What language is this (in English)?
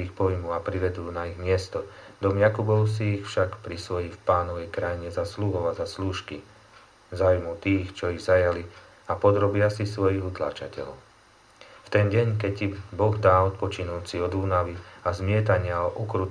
Slovak